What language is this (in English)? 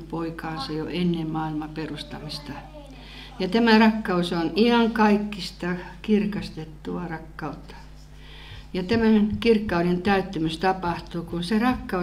Finnish